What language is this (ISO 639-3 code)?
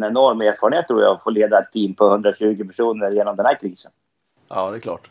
swe